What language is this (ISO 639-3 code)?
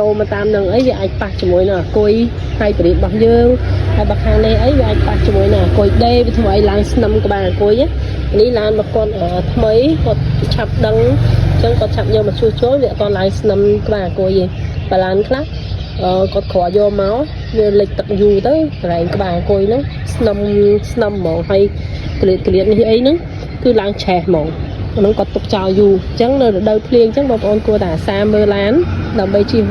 khm